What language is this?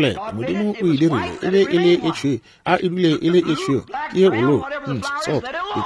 Northern Sotho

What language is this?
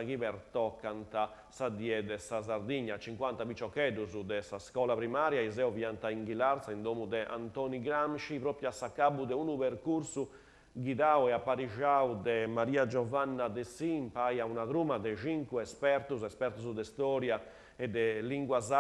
Sardinian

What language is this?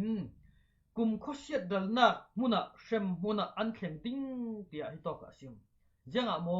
Falam Chin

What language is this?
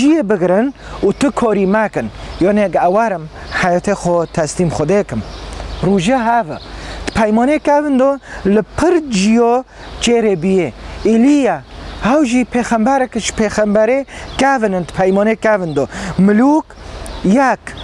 Kurdish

